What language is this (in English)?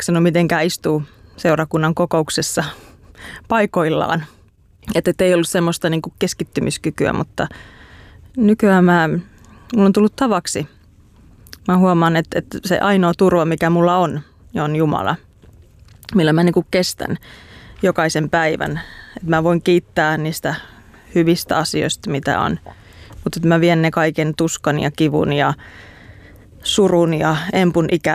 Finnish